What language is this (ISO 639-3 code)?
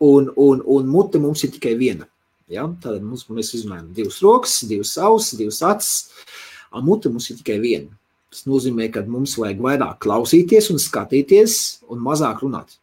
lav